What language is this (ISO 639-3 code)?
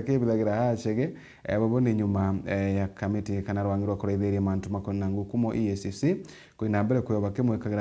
mer